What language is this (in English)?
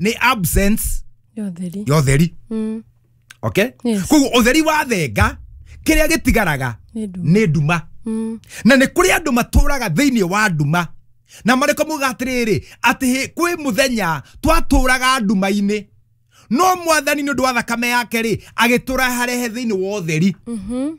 Kikuyu